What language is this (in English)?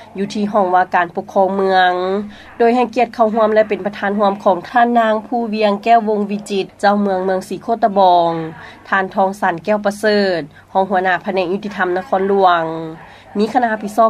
Lao